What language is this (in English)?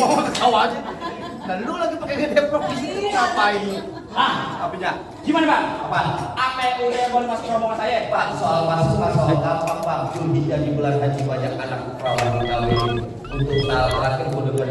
Betawi